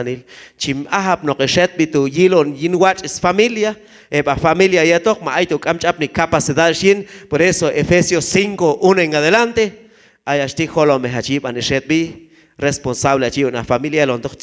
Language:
Q'anjob'al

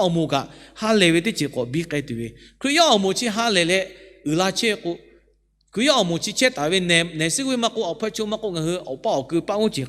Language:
Lahu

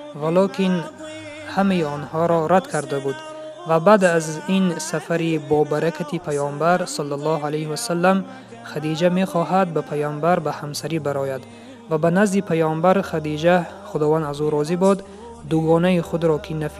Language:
Tajik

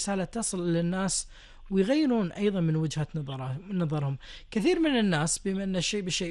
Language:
Gulf Arabic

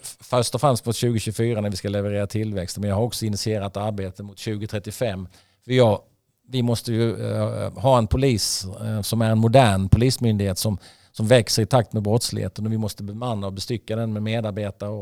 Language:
Swedish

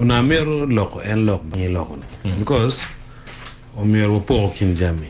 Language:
Acoli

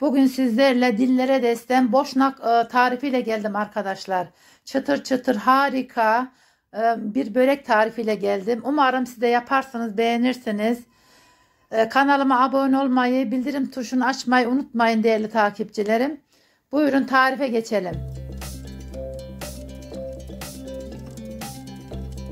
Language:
Turkish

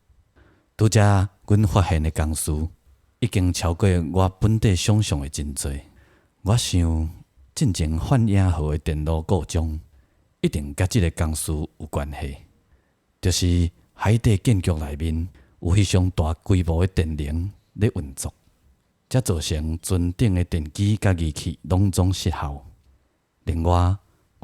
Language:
Min Nan Chinese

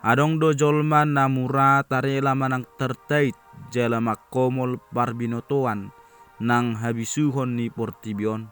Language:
Batak Toba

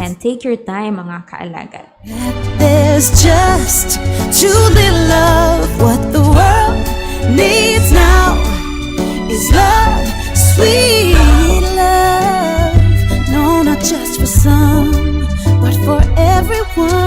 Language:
Hiligaynon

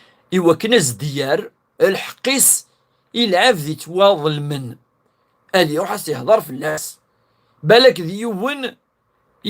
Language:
Kabyle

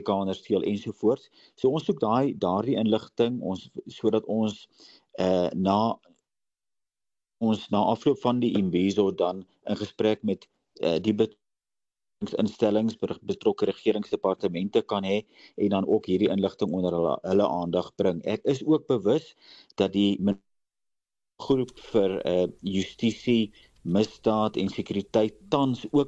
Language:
Afrikaans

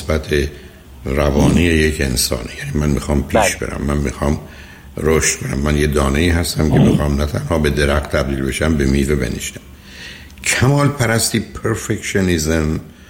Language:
Persian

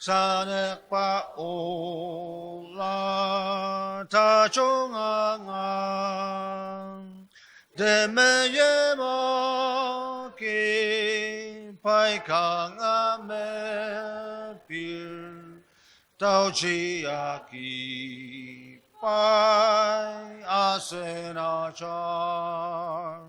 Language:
Ao Naga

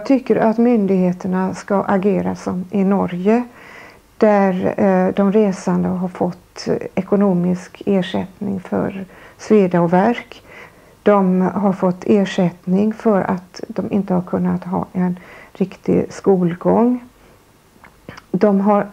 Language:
Swedish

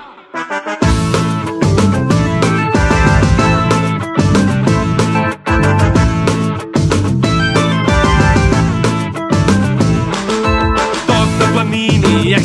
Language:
Serbian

